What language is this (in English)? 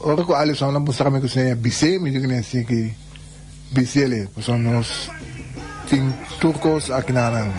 Papiamento